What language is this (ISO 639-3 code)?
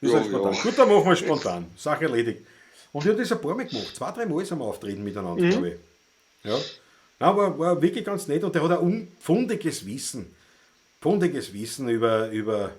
bar